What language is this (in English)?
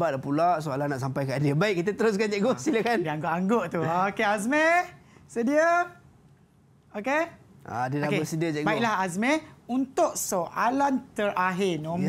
Malay